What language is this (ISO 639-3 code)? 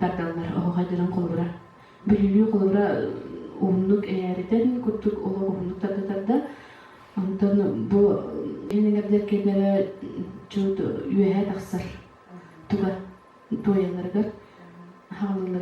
sah